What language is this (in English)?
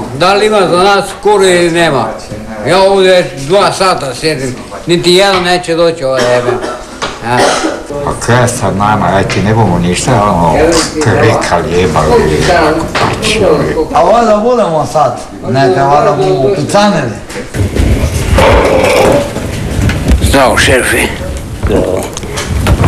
Croatian